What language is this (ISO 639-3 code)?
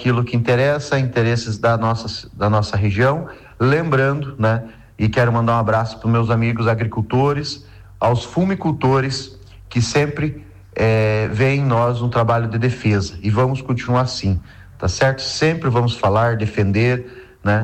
por